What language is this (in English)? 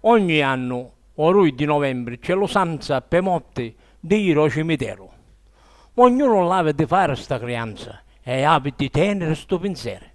Sicilian